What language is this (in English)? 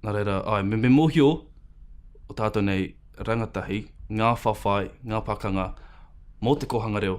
Māori